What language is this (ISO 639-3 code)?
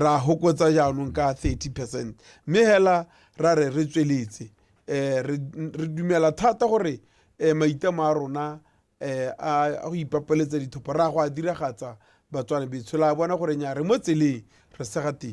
tsn